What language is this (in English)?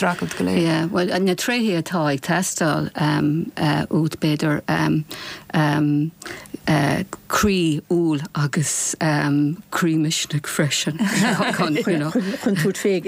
Irish